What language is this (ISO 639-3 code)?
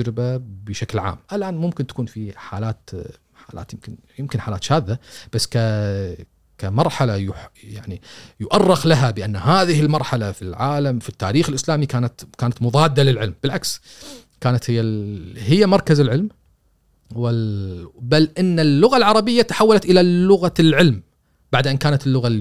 afb